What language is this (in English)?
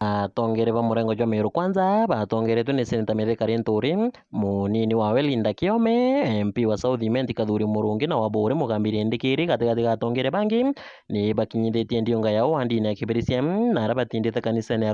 Meru